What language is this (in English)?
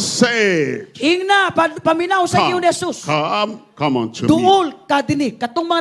Cebuano